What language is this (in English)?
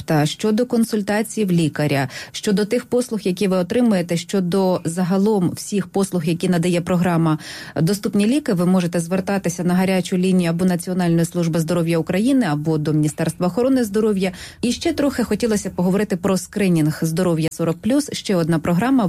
Ukrainian